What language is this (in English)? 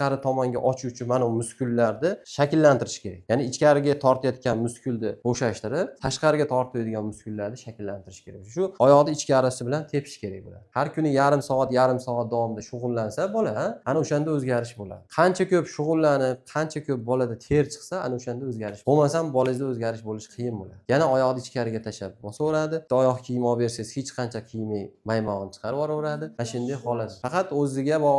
Uzbek